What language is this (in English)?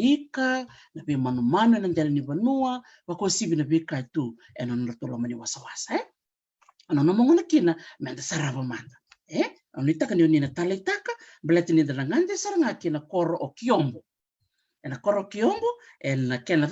Fijian